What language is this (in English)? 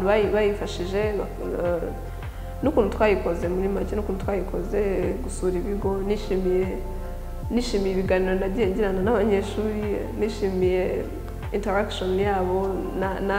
Kinyarwanda